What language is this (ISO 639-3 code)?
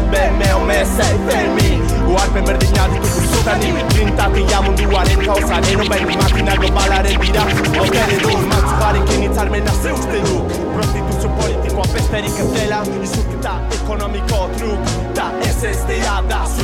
eus